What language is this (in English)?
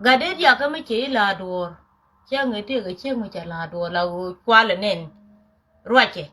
Nuer